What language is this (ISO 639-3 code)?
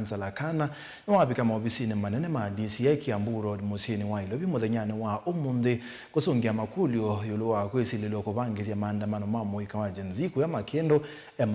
kam